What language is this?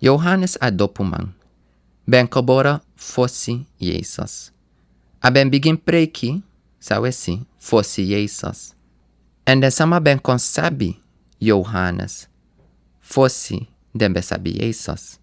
Sranan Tongo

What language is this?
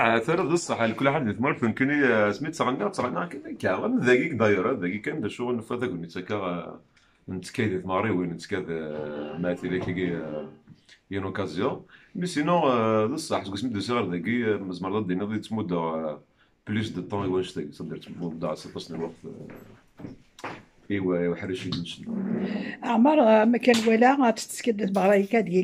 Kabyle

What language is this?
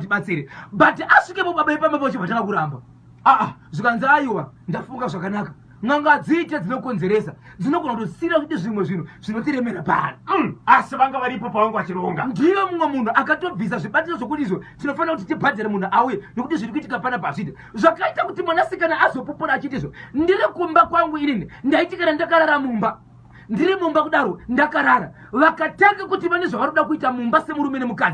Shona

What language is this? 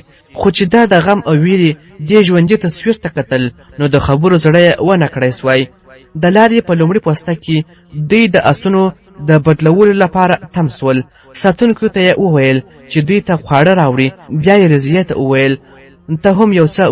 Pashto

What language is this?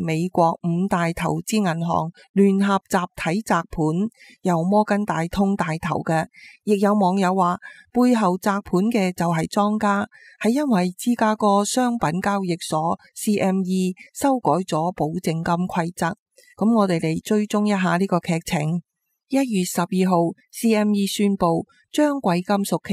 Cantonese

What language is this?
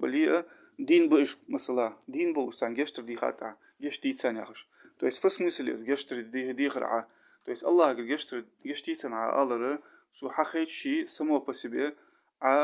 Ingush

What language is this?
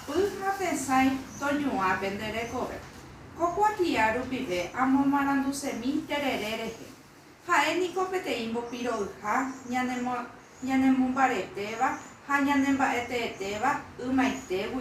Guarani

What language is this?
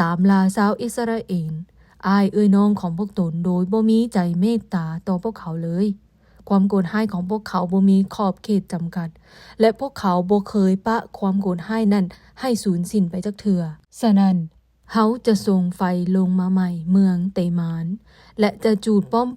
Lao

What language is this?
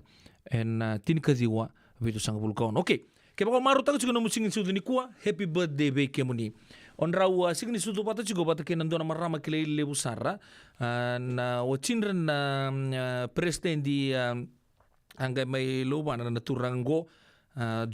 Fijian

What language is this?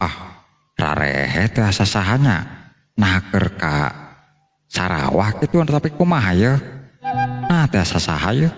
Sundanese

